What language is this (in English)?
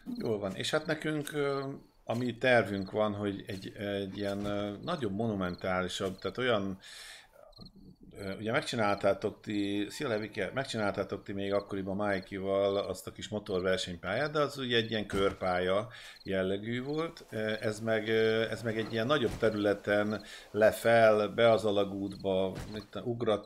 Hungarian